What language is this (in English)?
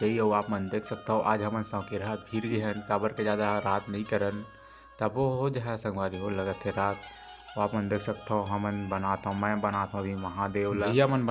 Chhattisgarhi